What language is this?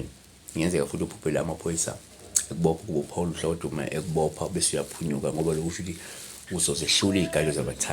Zulu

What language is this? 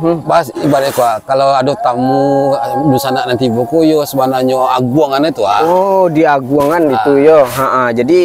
Minangkabau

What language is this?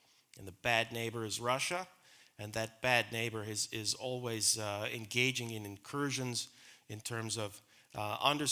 Faroese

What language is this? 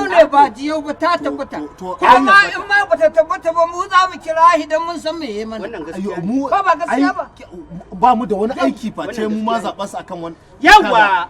Hausa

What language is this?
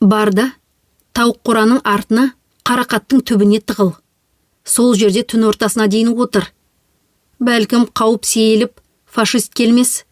Kazakh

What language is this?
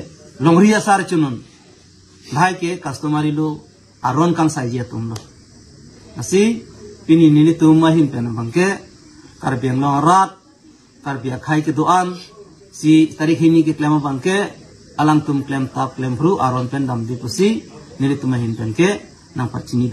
Karbi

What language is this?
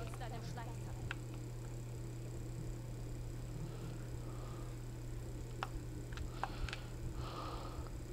German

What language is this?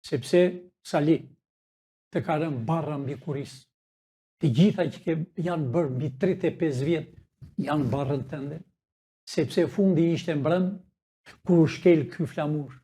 Albanian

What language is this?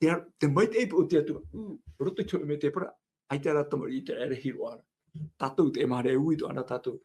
Tahitian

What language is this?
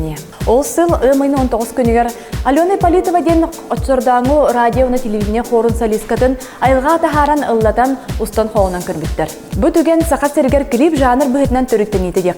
Yakut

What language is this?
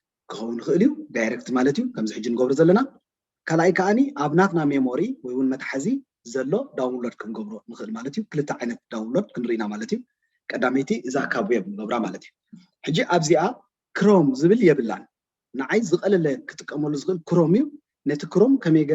Tigrinya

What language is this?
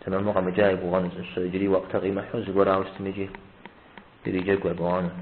Kabardian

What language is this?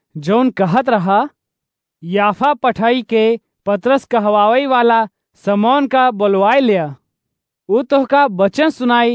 Awadhi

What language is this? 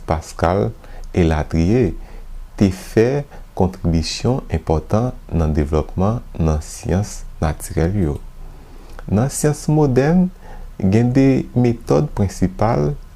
Haitian Creole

